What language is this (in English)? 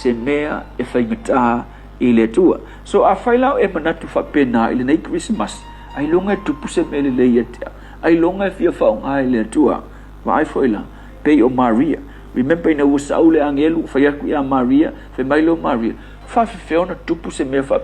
Samoan